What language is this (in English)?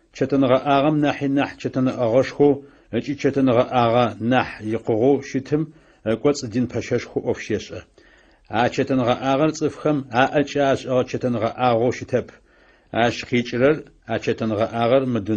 Adyghe